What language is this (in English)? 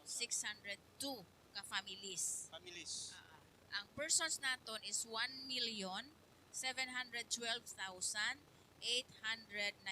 Hiligaynon